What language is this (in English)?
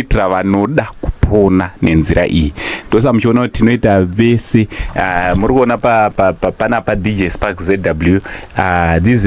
Shona